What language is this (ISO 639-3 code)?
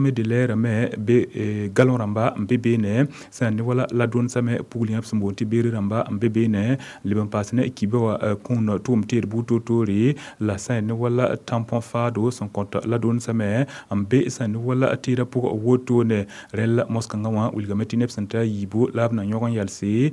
mos